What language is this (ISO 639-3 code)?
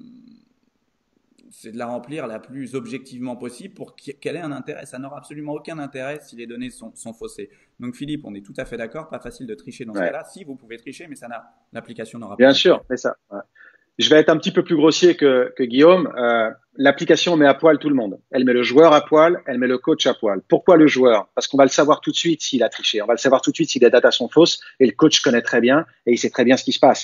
fra